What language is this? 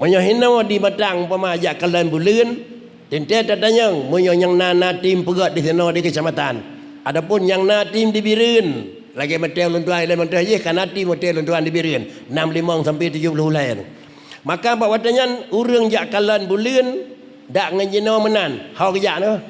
Achinese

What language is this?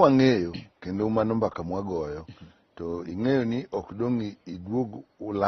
Luo (Kenya and Tanzania)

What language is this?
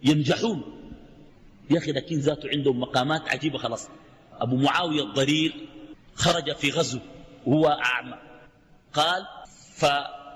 Arabic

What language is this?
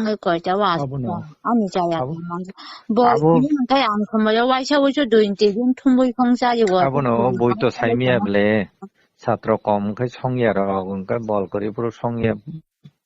Kok Borok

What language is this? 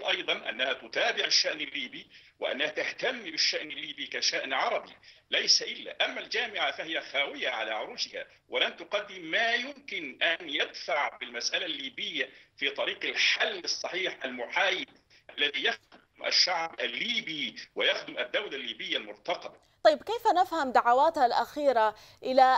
Arabic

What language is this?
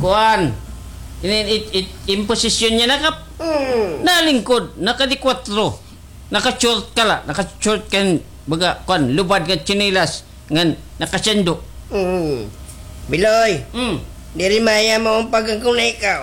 Waray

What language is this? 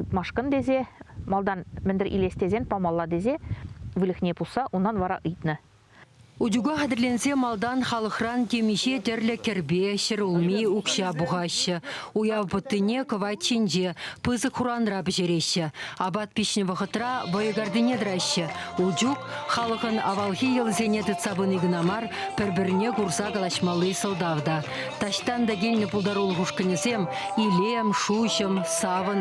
Chuvash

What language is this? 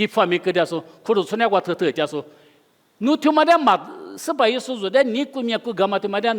Lisu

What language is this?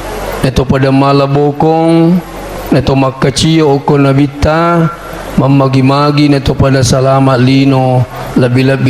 Buginese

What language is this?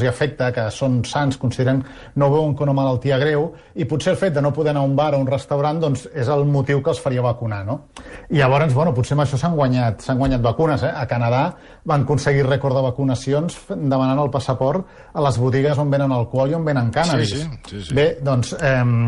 Catalan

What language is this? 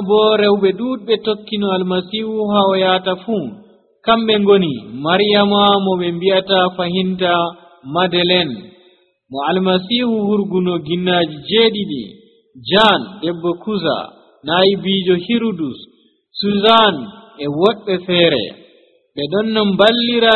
Nigerian Fulfulde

